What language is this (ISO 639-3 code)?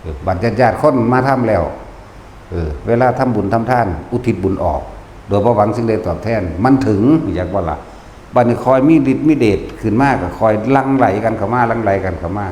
tts